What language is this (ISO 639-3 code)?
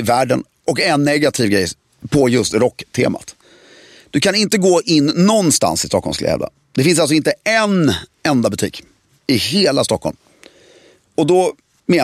swe